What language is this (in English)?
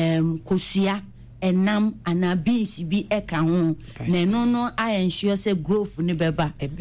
Akan